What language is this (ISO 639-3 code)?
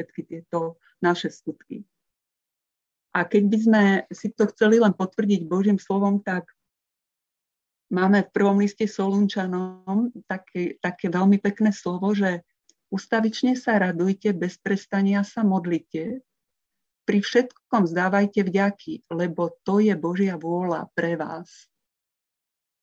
slk